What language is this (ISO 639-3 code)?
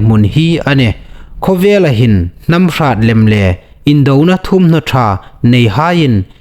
hmr